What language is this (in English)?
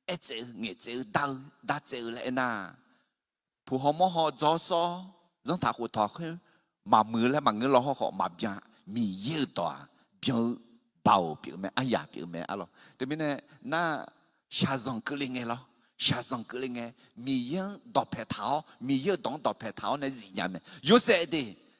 Akha